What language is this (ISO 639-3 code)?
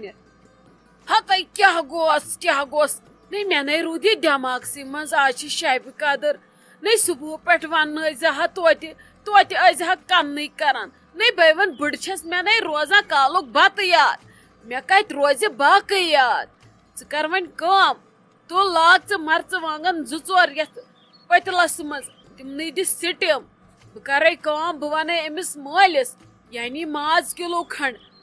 kas